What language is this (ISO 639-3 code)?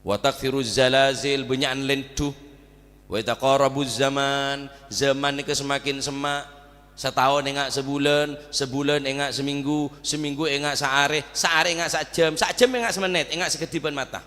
mad